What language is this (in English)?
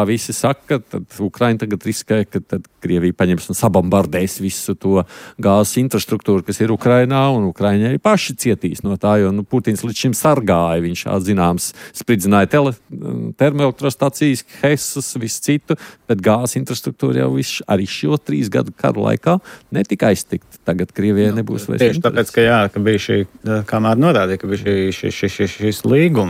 Latvian